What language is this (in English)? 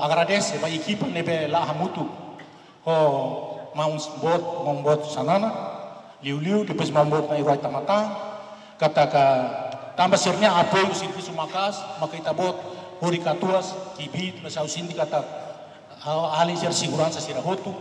Tetum